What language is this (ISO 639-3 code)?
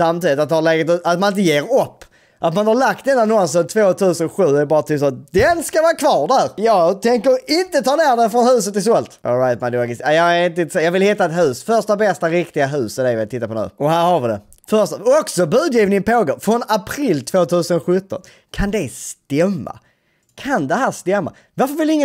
swe